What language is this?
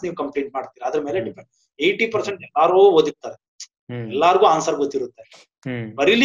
Kannada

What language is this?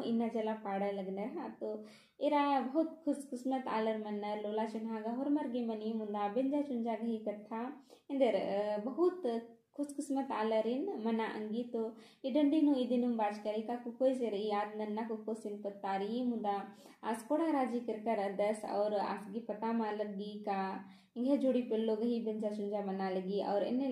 Kurukh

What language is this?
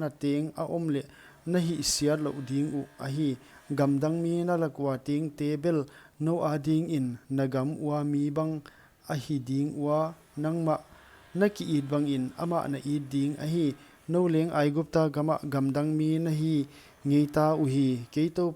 Paite Chin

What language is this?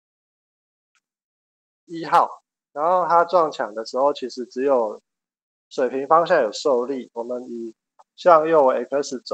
Chinese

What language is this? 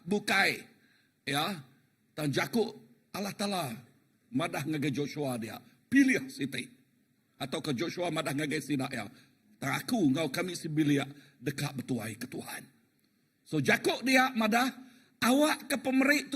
Iban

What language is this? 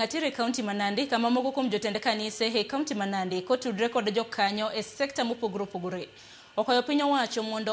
Luo (Kenya and Tanzania)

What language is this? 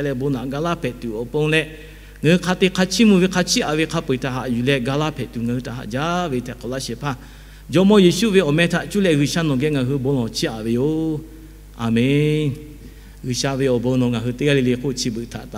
Lahu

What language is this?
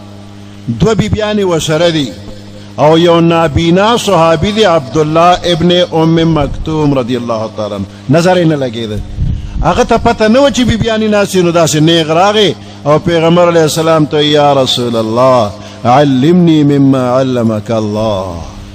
Pashto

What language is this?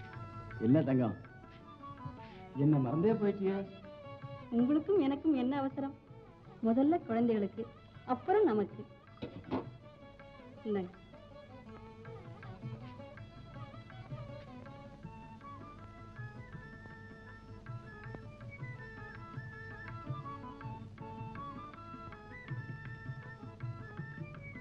Tamil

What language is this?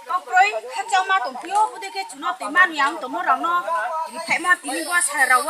Riang (India)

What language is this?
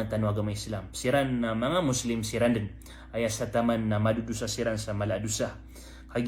Maranao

